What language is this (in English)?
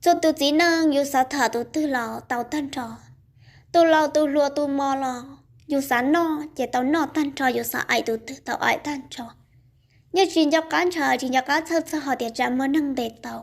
Hmong